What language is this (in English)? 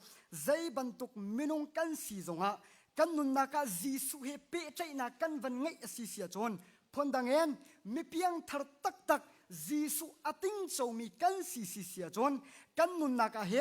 Hakha Chin